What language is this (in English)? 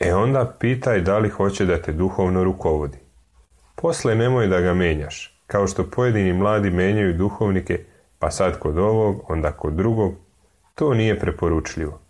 Serbian